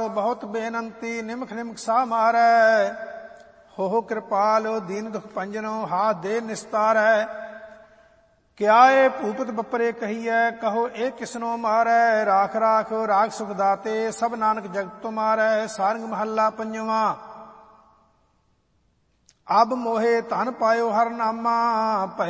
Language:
Punjabi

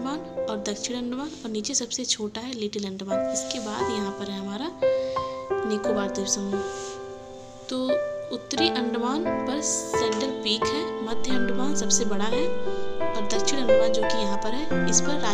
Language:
Hindi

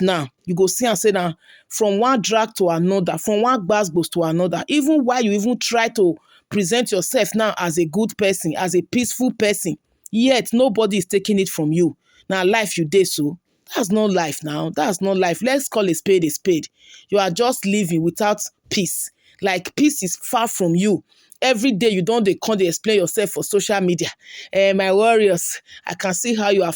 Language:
Nigerian Pidgin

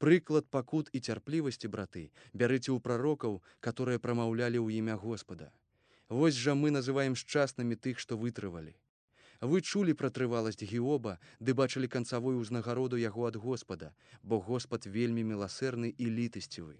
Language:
Belarusian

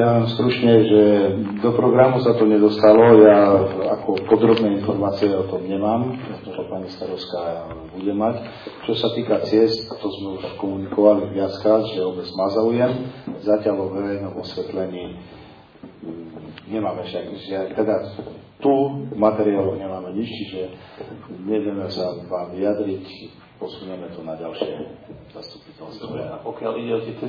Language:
Slovak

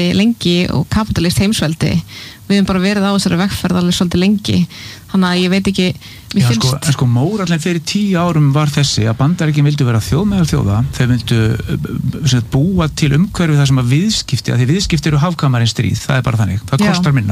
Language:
Icelandic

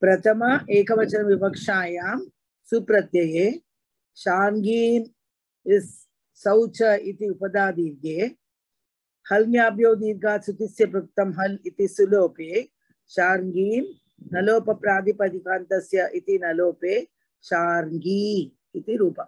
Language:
Sanskrit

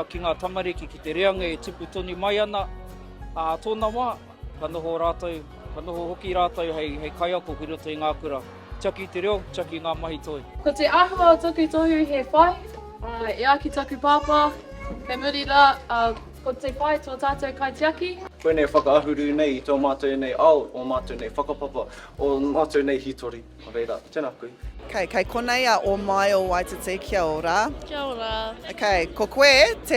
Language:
Māori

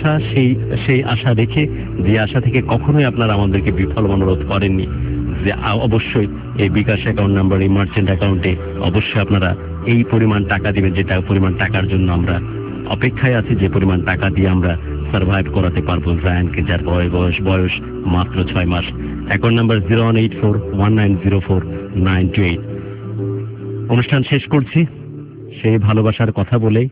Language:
Bangla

